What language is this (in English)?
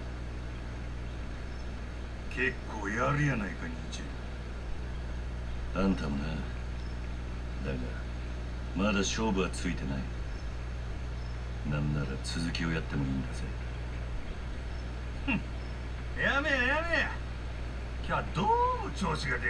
Japanese